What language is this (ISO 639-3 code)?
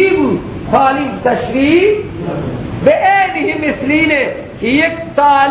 fas